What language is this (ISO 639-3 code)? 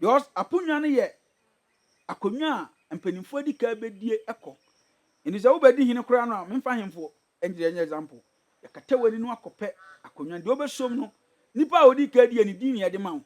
aka